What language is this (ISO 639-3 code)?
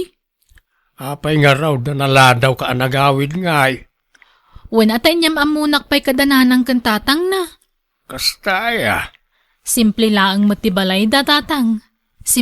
ilo